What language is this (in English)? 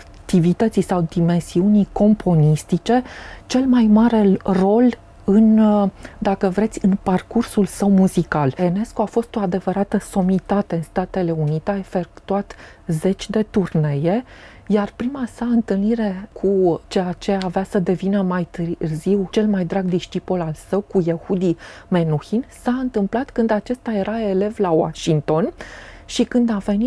Romanian